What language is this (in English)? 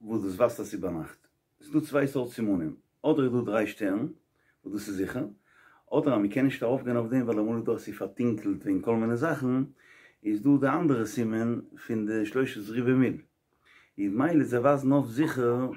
Yiddish